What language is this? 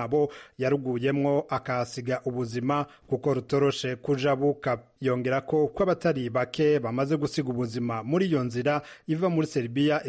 Kinyarwanda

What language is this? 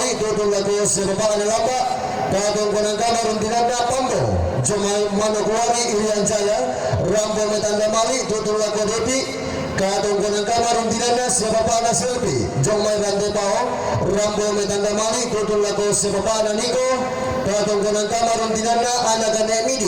Toraja-Sa'dan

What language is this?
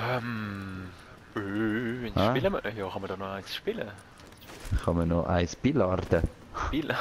Swiss German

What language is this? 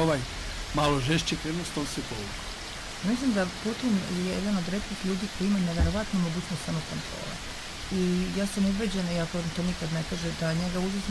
Serbian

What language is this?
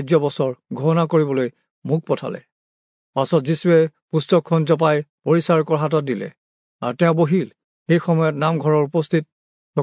Assamese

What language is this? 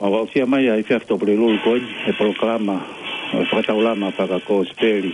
Tongan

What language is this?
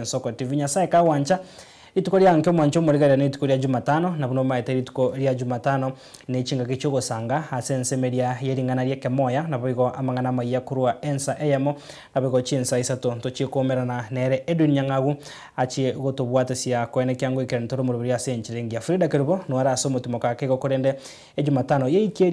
Gusii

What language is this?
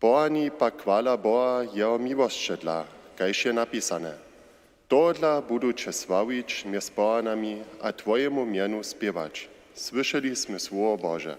Upper Sorbian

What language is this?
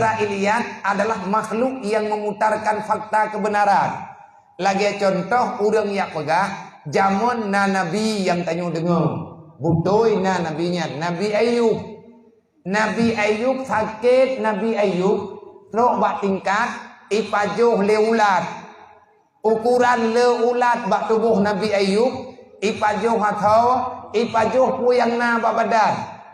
Achinese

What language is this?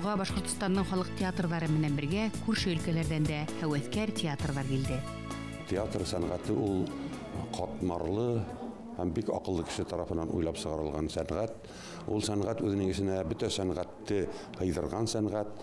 Bashkir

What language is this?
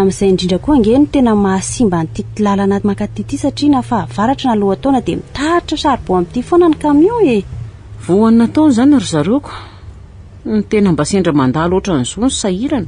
Malagasy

